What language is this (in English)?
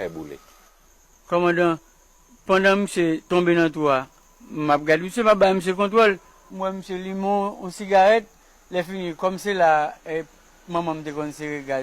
Haitian Creole